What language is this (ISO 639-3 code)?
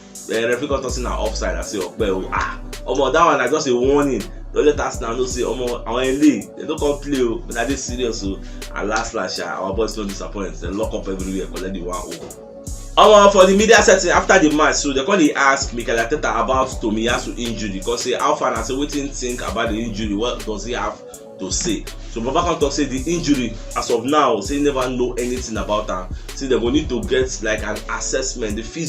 pcm